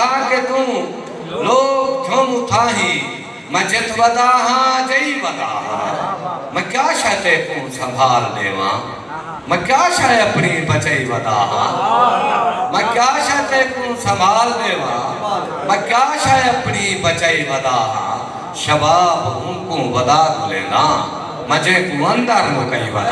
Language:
Saraiki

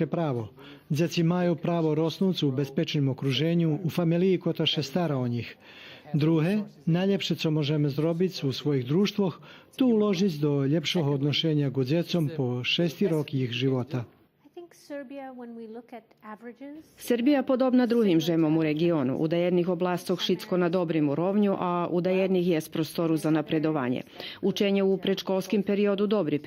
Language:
Rusyn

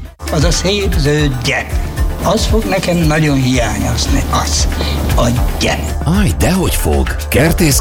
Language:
Hungarian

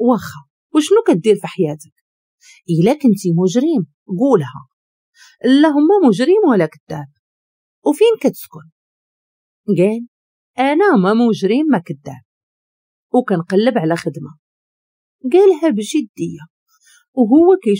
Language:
Moroccan Arabic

